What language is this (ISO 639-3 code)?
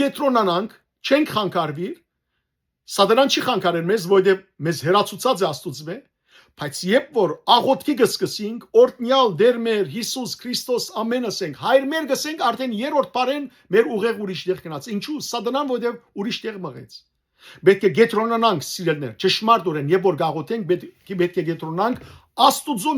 hyw